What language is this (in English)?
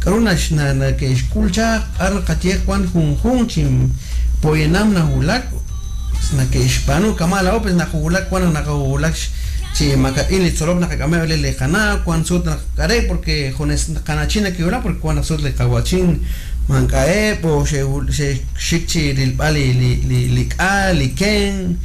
Kekchí